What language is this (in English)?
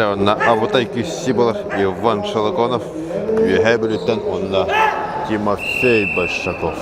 Yakut